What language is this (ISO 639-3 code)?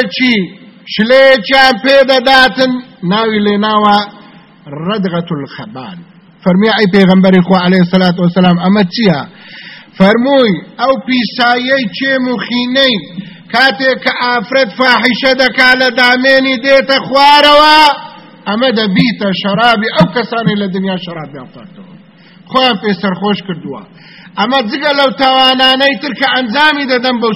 ckb